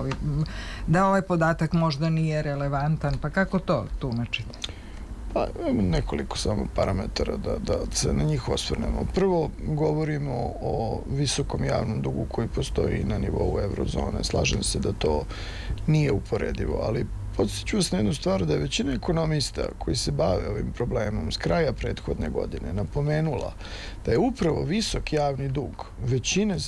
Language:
Serbian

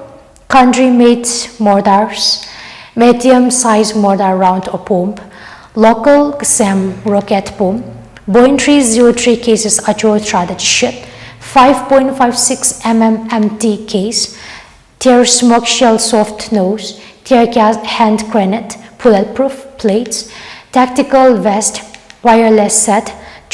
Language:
Tangkhul Naga (India)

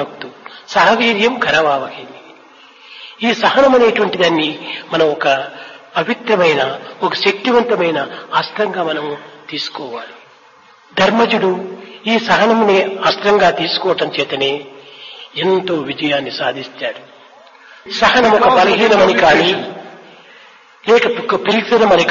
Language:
Telugu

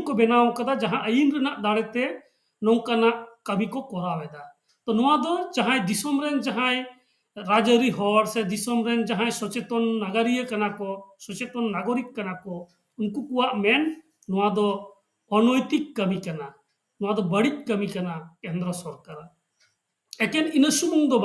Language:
Santali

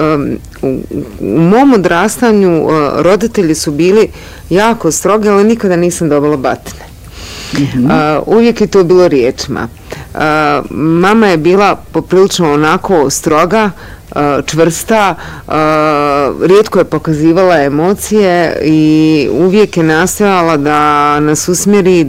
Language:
Bosnian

